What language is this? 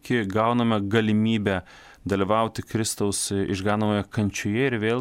Lithuanian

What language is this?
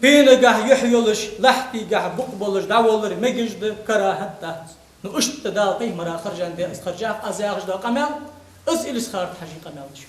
Ingush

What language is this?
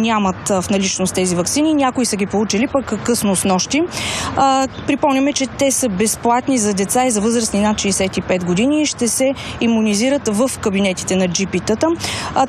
Bulgarian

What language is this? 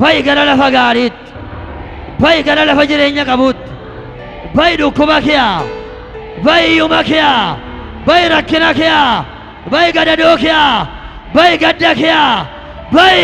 Oromo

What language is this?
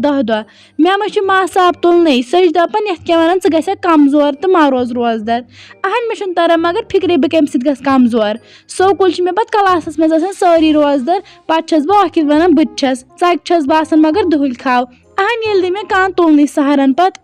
Kashmiri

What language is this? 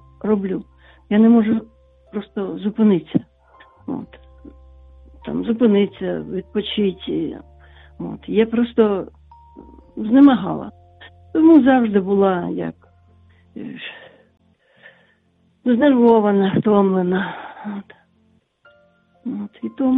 Ukrainian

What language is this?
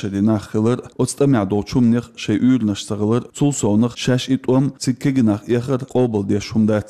Chechen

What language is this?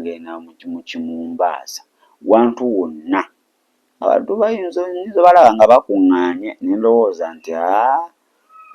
Ganda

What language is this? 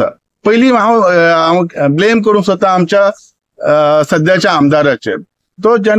Konkani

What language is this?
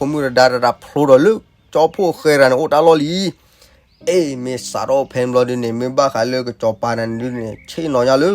S'gaw Karen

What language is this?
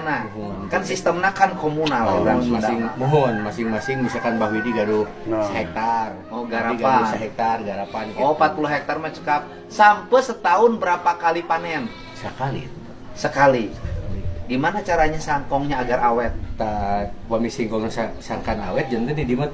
Sundanese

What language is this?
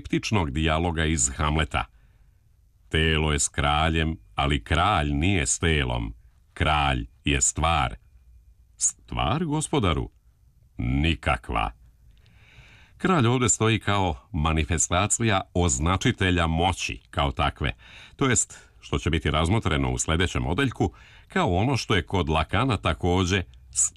Serbian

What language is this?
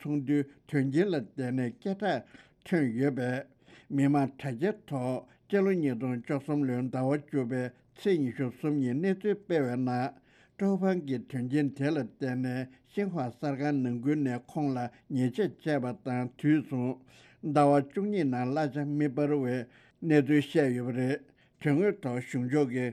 Tibetan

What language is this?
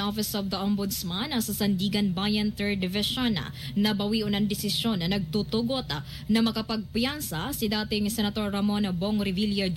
Bikol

